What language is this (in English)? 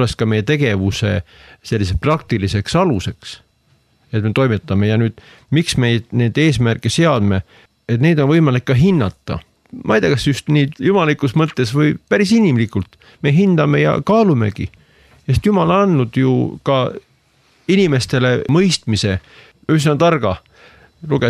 Estonian